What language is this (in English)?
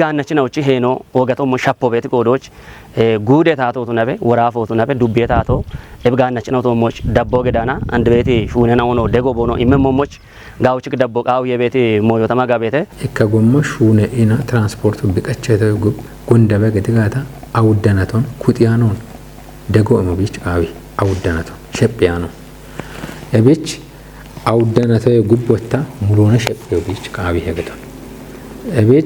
Kafa